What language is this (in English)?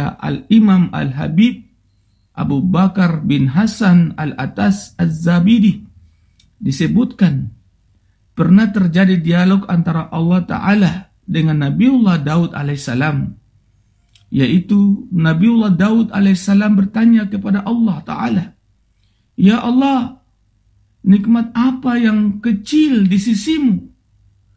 Indonesian